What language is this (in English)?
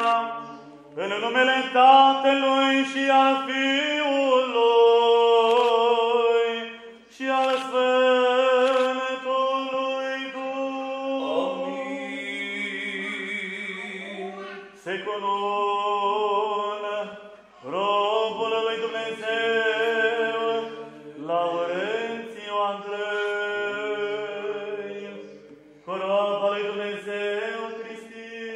Romanian